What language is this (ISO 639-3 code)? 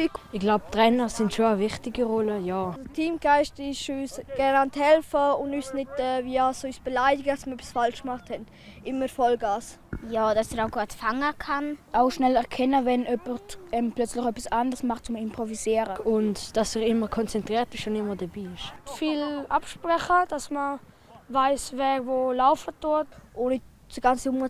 roh